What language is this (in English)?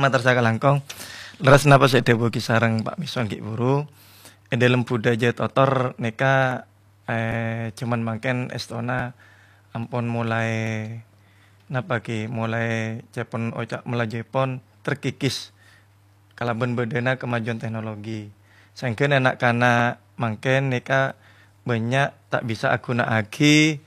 Madurese